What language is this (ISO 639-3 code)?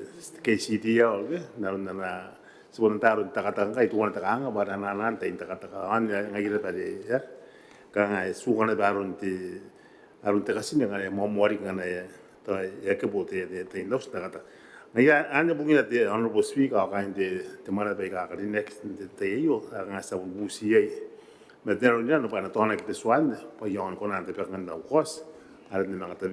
gil